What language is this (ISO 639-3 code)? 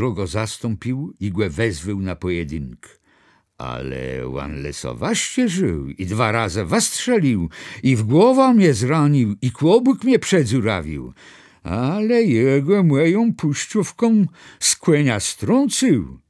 csb